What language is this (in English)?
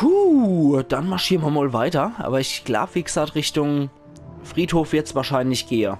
Palatine German